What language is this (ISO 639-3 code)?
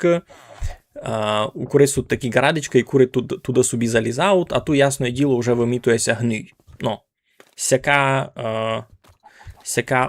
rue